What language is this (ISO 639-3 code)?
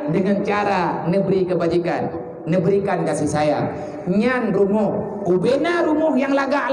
ace